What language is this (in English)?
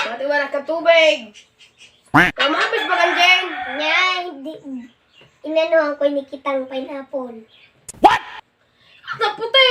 Bikol